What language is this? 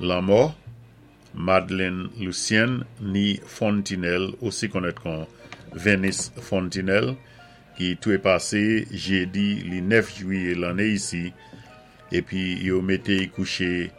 Saint Lucian Creole French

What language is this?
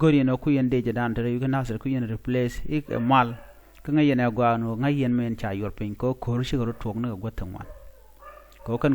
Nuer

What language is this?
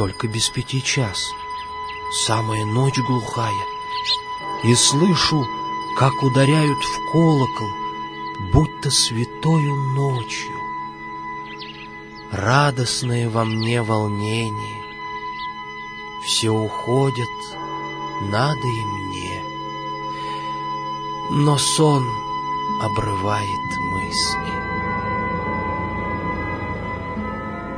Russian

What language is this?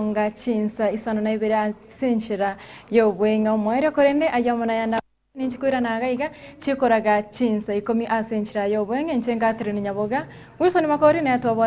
Gusii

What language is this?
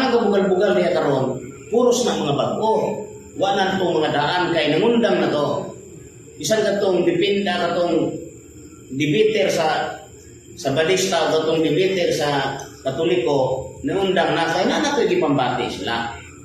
Cebuano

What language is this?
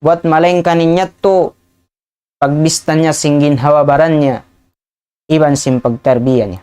Tausug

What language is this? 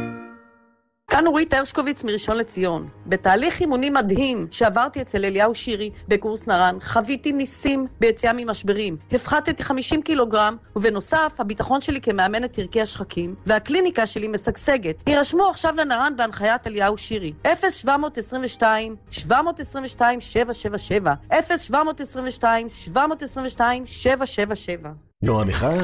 Hebrew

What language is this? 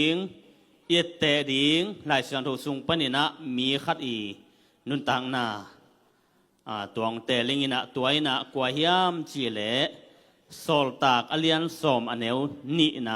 Tedim Chin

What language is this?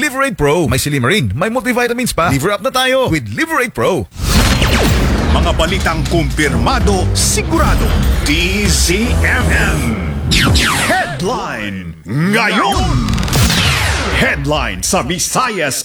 Filipino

